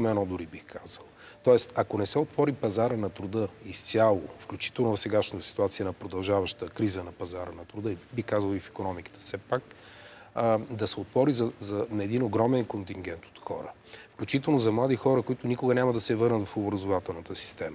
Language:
Bulgarian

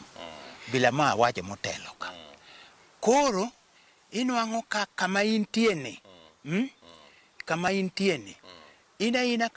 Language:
Luo (Kenya and Tanzania)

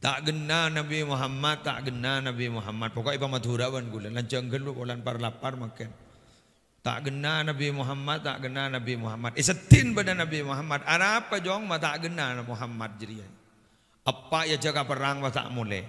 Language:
Madurese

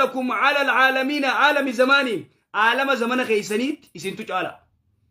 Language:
Oromo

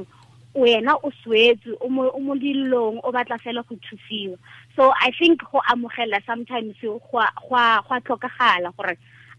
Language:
Tswana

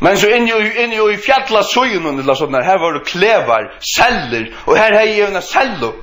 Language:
Faroese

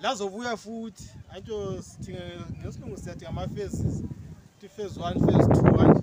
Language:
North Ndebele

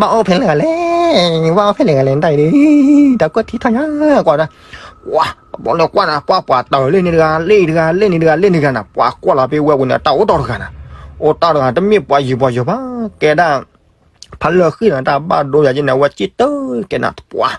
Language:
S'gaw Karen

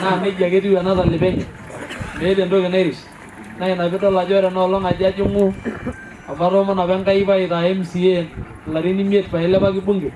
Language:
Masai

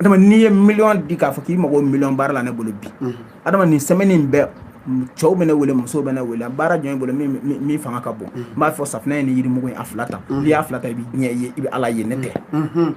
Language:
Bambara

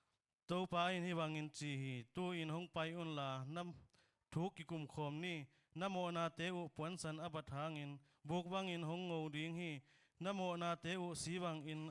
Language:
Tedim Chin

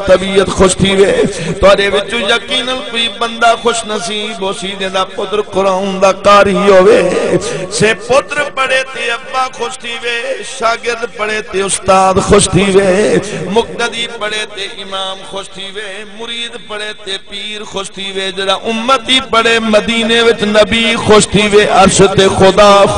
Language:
Saraiki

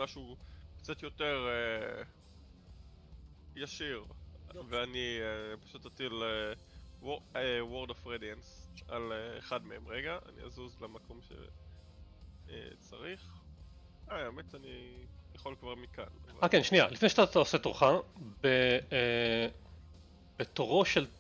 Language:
Hebrew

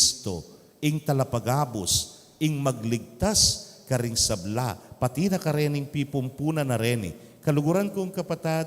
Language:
Pampanga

